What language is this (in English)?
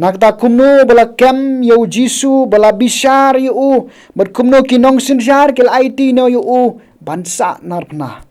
Khasi